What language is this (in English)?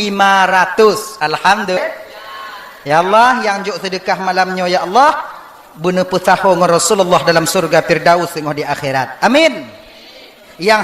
Achinese